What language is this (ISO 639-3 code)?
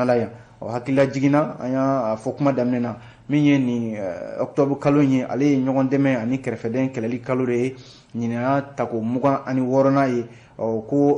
bam